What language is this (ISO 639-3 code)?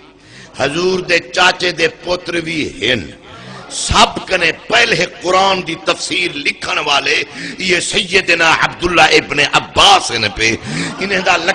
skr